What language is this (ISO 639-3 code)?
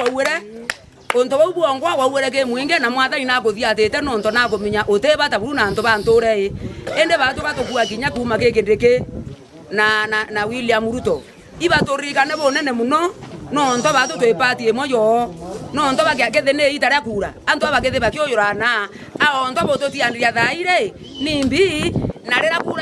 mer